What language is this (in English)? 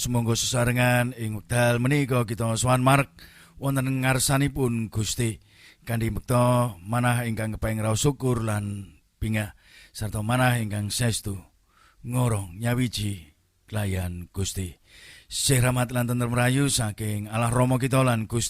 Javanese